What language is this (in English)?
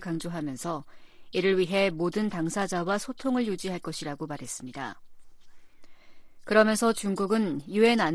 Korean